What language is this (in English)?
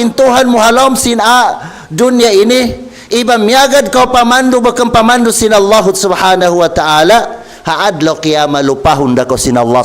Tausug